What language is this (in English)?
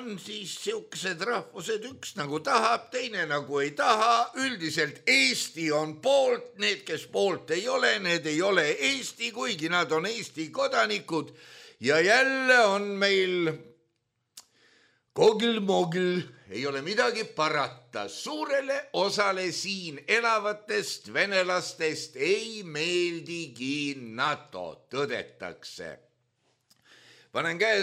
Estonian